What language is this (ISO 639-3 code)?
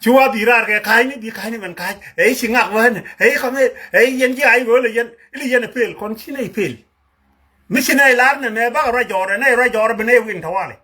nus